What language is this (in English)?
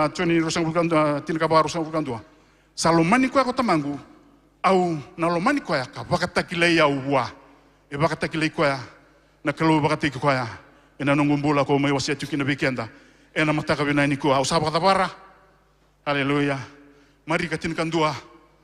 Fijian